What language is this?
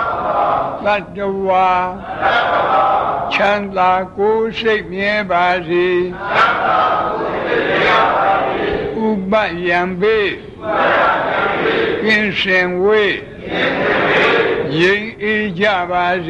Burmese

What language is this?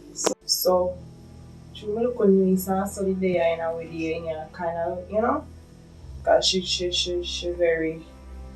Jamaican Creole English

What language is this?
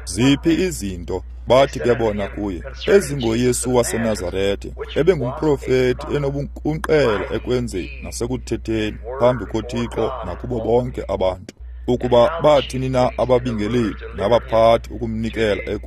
Xhosa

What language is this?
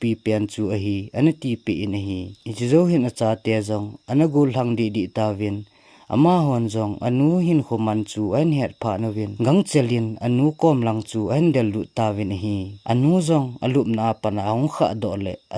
Thado Chin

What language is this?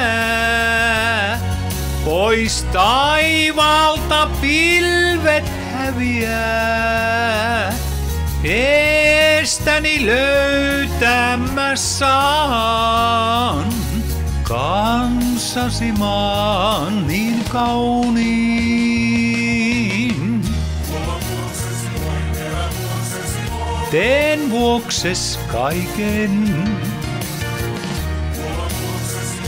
Finnish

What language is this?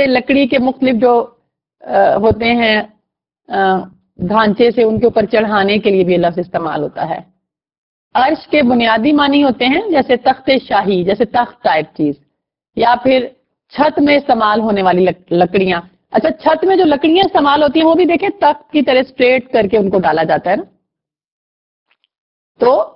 Urdu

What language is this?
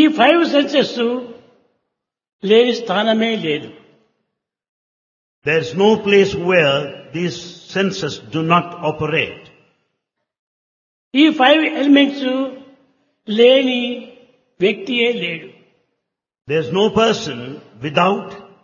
Telugu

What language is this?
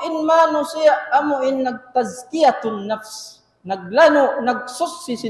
Tausug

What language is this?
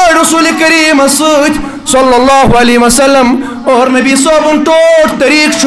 Kashmiri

